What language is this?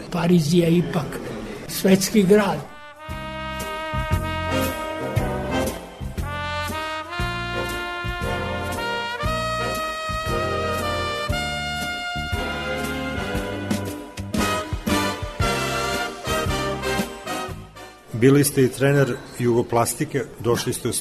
Serbian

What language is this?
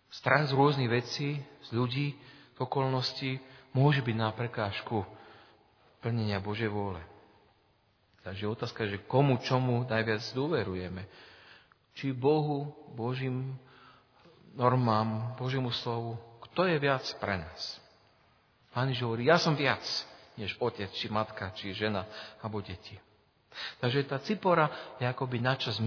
Slovak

